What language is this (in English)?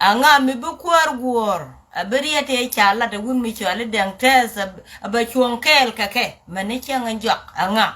Nuer